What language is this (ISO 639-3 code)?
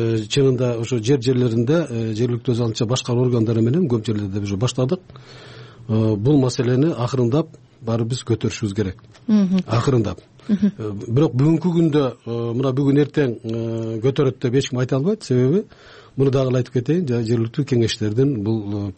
kir